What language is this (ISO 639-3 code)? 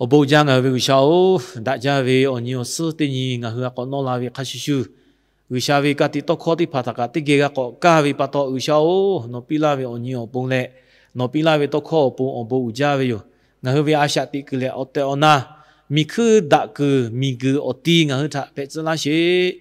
lhu